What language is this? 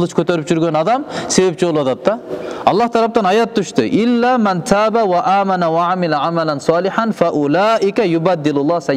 Kyrgyz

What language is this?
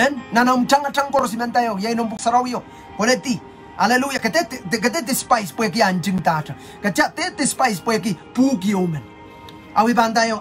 Pohnpeian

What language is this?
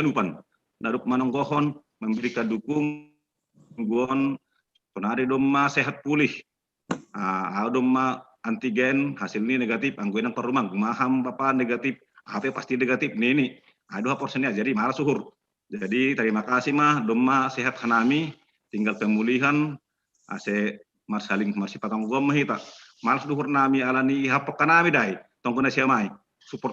Batak Simalungun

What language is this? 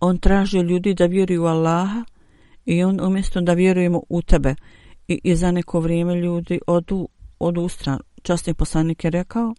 Bosnian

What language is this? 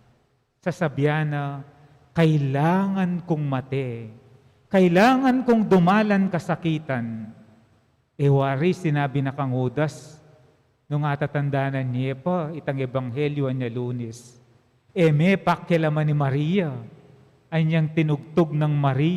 Pampanga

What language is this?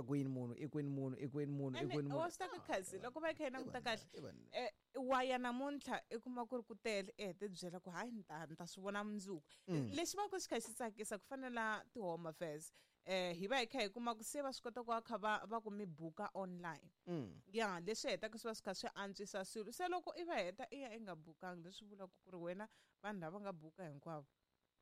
Tsonga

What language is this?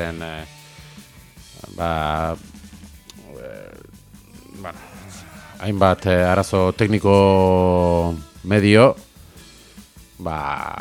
Basque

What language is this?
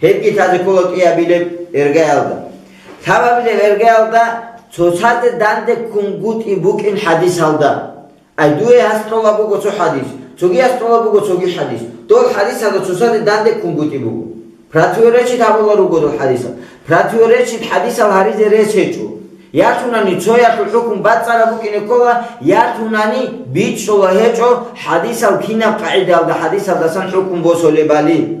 Avaric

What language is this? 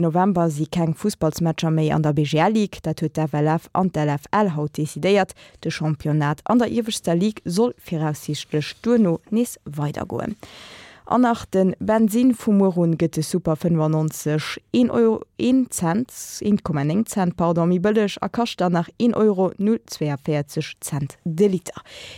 Luxembourgish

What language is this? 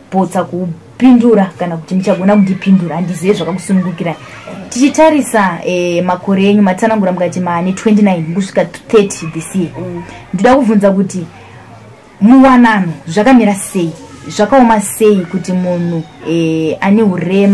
Shona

